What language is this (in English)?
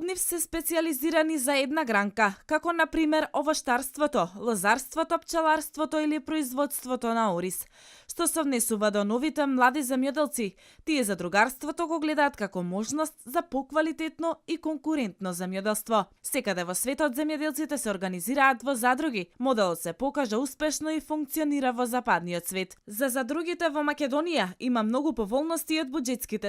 Macedonian